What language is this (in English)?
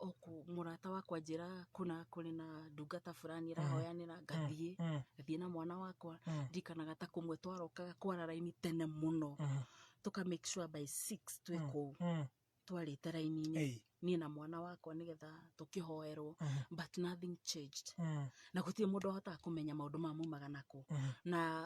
Kikuyu